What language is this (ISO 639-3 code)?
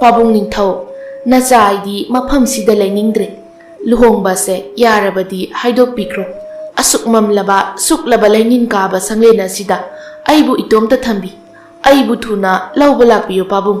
mni